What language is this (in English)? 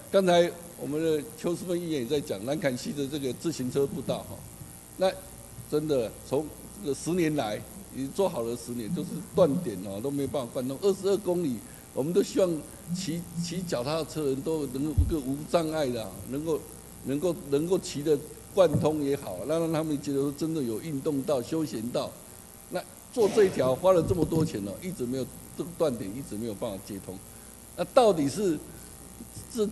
Chinese